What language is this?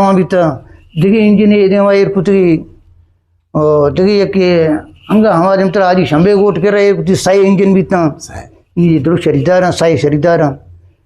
Eastern Balochi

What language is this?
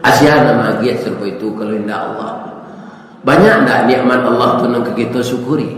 Minangkabau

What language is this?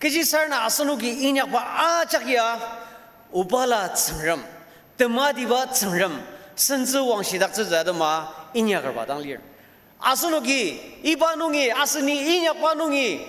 Ao Naga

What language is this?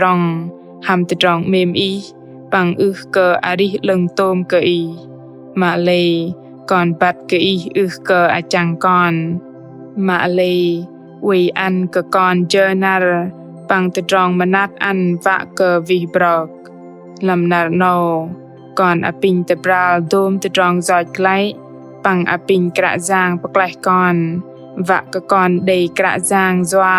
Bahnar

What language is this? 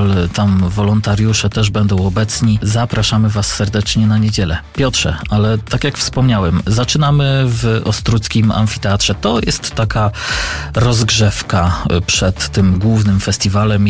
Polish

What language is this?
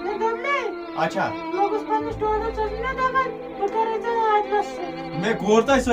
Kashmiri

